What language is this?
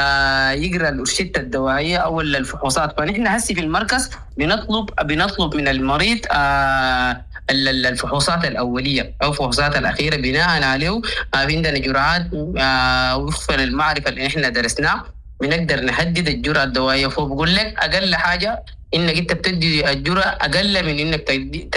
Sudanese Arabic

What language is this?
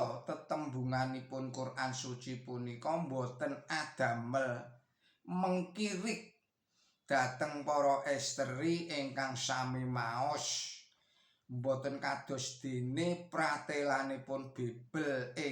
Javanese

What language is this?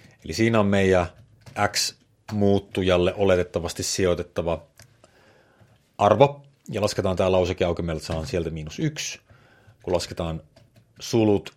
Finnish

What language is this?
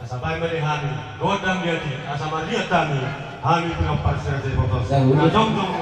Batak Toba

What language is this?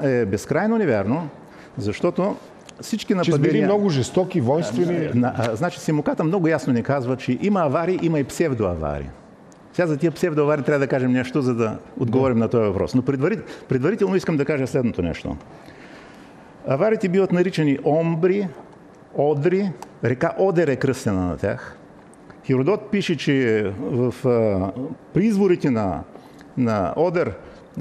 Bulgarian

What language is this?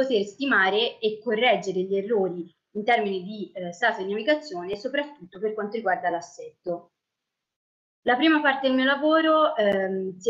Italian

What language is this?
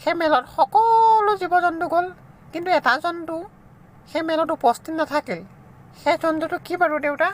Assamese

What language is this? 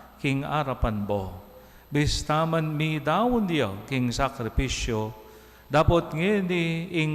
Pampanga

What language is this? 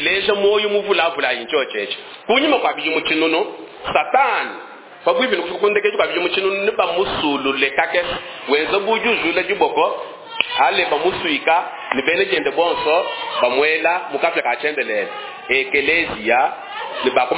Luba-Lulua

